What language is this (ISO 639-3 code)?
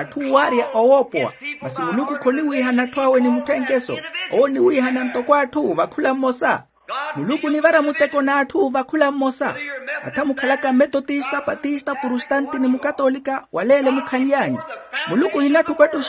vmw